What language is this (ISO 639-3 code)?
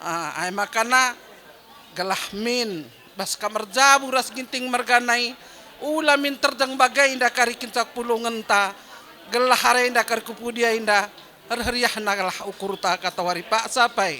btx